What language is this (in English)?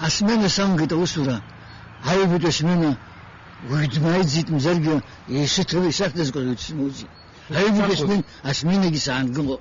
Abkhazian